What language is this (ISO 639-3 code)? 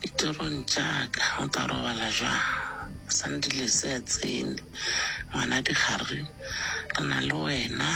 nso